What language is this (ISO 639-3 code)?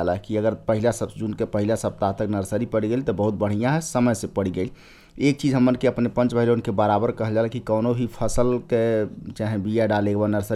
bho